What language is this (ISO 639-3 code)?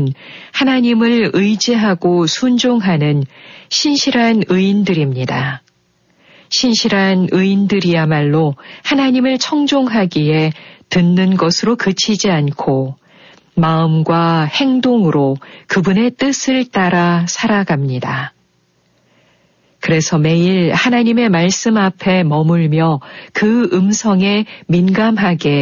kor